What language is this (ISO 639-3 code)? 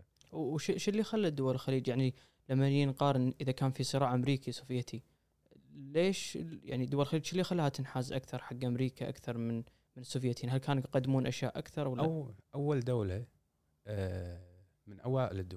afb